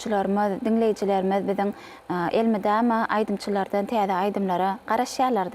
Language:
Turkmen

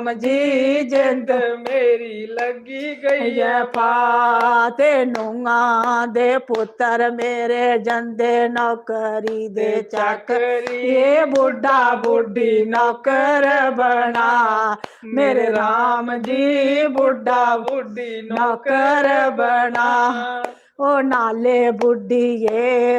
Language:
Dogri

